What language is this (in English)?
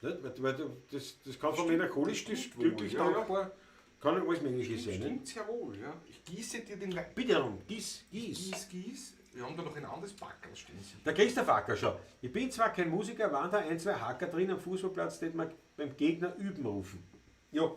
Bavarian